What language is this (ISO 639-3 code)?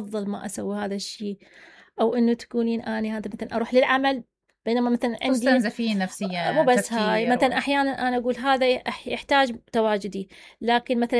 acm